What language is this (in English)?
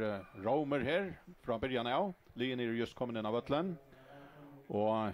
Faroese